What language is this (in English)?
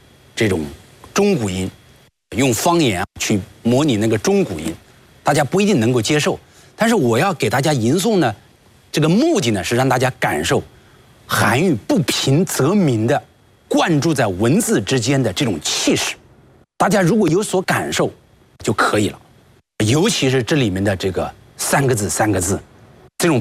Chinese